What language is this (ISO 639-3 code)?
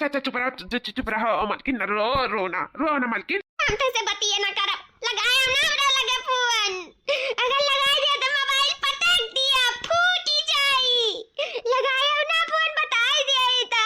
awa